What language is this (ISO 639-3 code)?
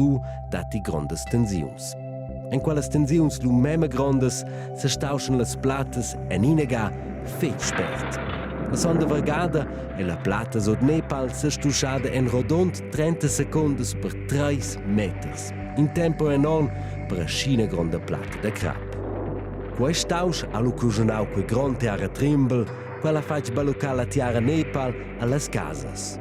roh